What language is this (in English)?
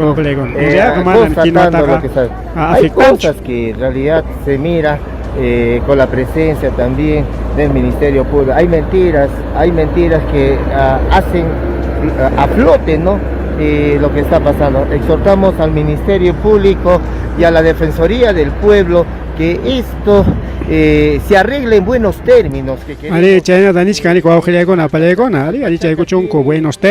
Ayacucho Quechua